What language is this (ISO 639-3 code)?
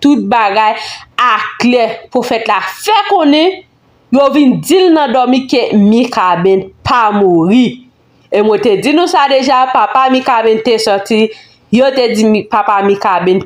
hat